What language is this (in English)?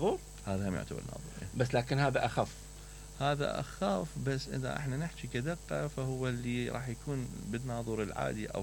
Mesopotamian Arabic